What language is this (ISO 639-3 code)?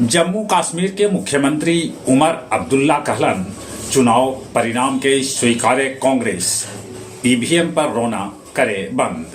mag